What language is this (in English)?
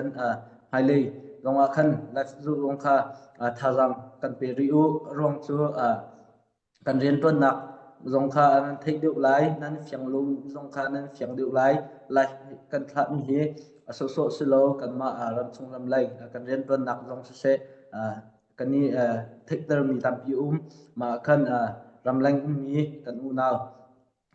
Hakha Chin